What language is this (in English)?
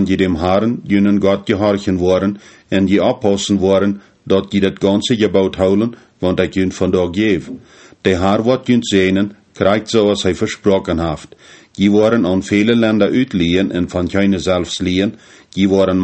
Plautdietsch